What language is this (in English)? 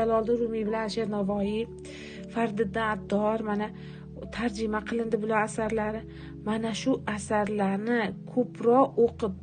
Uzbek